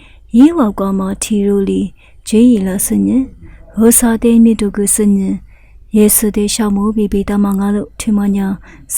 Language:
Lisu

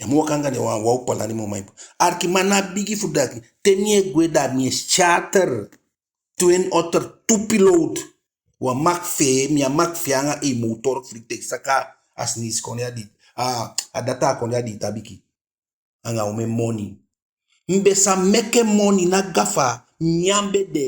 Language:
Eastern Maroon Creole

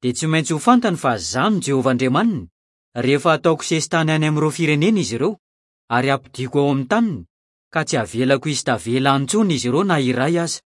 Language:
Malagasy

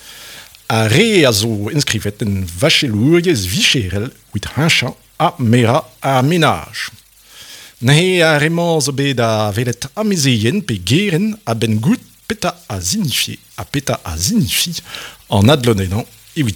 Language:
Breton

